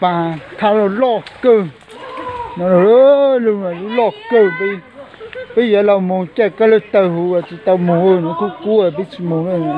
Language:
Hmong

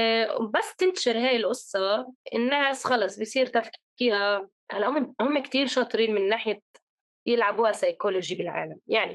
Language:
North Levantine Arabic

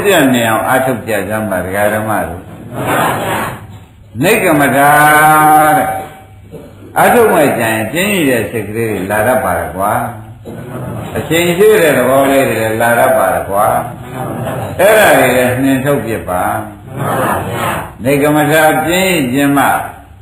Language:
Burmese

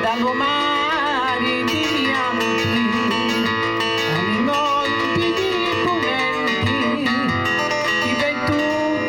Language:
Sardinian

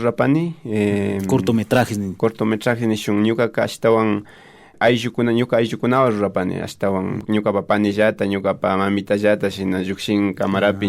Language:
Imbabura Highland Quichua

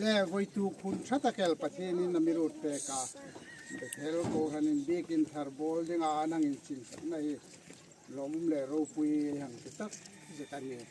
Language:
Hmar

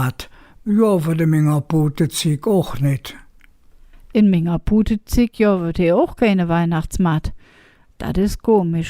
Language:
Colognian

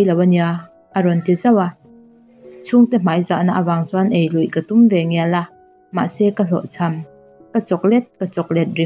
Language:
Mizo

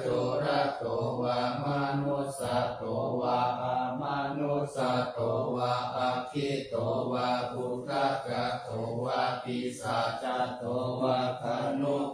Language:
Pali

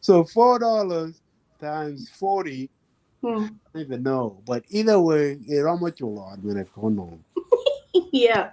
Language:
Acoli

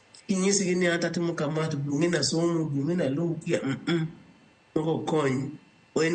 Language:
Luo (Kenya and Tanzania)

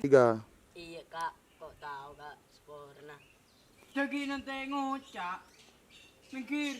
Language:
Madurese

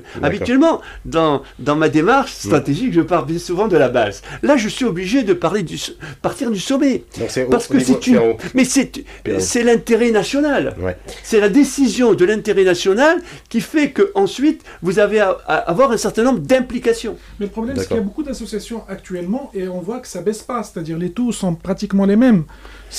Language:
French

